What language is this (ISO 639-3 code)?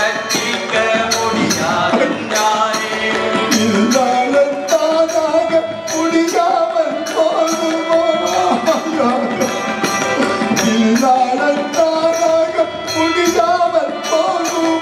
tam